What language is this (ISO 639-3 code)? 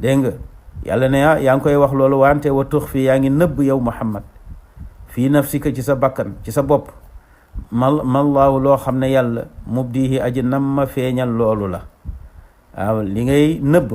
wol